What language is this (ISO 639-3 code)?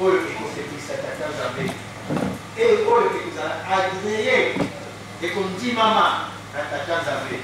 lin